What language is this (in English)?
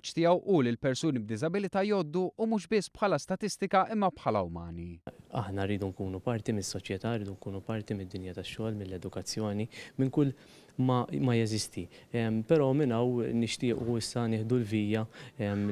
Maltese